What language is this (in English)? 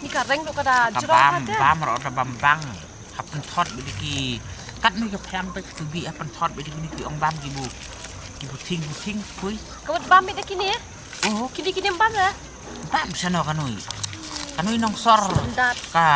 Khasi